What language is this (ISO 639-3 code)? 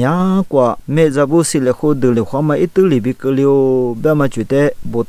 lis